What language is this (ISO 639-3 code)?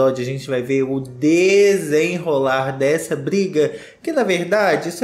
por